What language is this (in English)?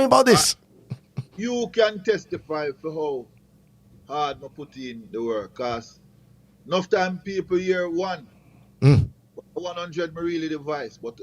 Jamaican Creole English